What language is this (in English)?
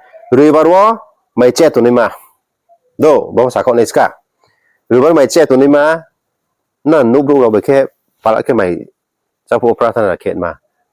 Riang (India)